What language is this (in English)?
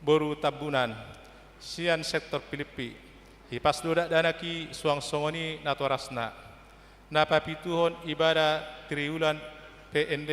Batak Toba